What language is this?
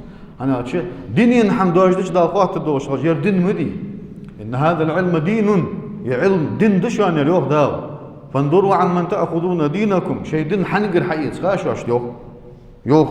Ingush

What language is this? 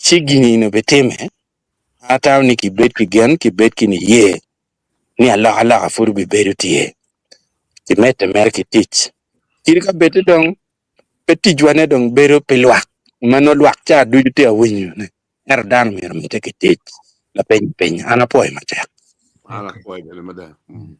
Acoli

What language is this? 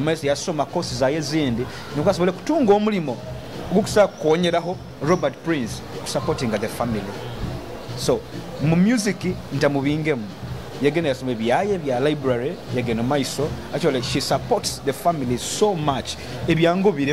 Nyoro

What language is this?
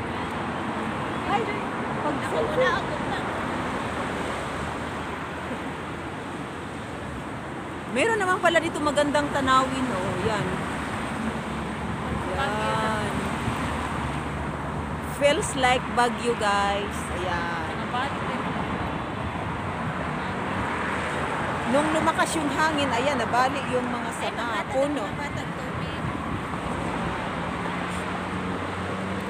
Filipino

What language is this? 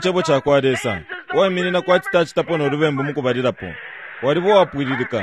Bemba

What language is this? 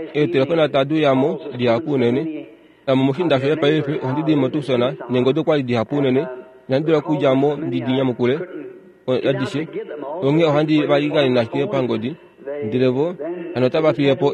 Kuanyama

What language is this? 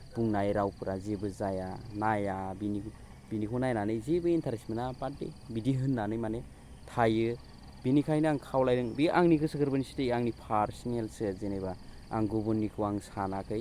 Bodo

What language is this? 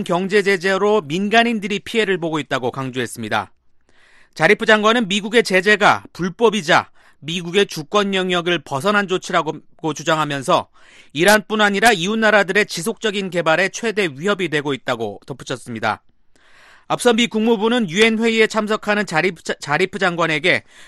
Korean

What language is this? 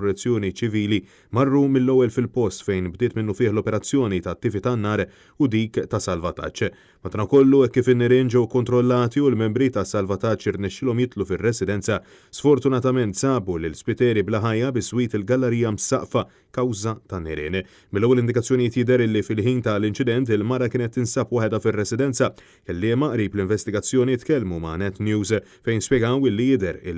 Maltese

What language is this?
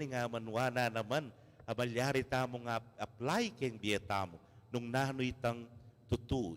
Pampanga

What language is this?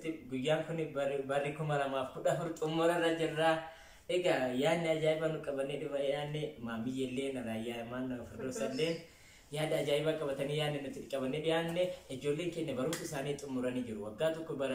Oromo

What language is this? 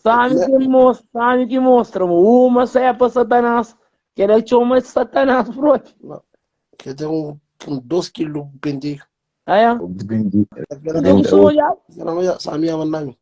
Kabuverdianu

